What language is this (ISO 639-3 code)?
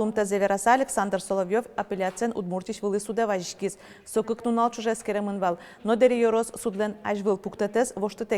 udm